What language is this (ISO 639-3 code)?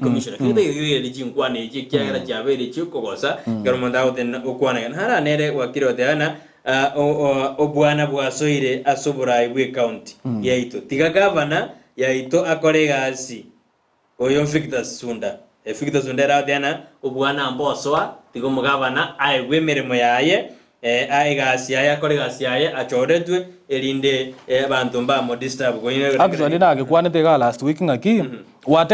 guz